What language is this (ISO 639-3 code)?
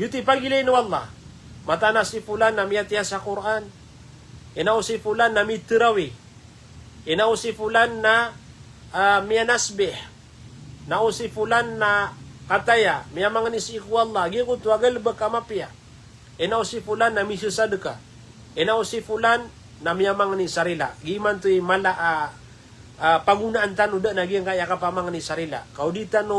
mrw